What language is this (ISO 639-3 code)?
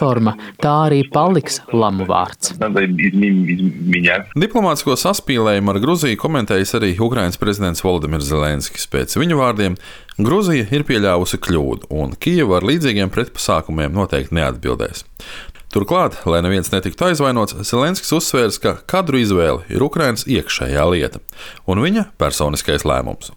lav